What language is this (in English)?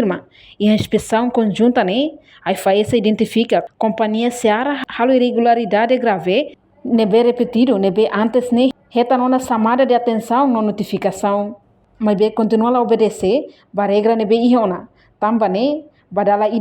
Tetum